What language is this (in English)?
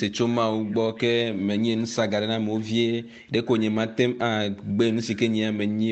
Ewe